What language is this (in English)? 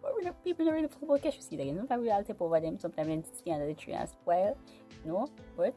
Jamaican Creole English